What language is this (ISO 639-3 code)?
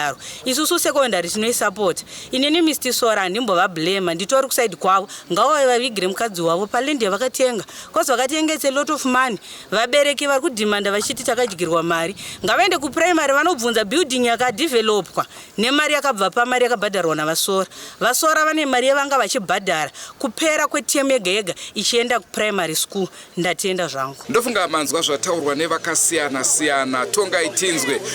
sna